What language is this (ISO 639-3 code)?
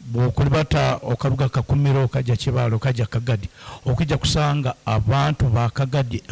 nyn